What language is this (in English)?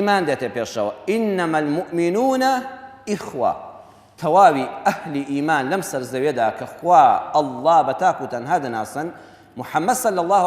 Central Kurdish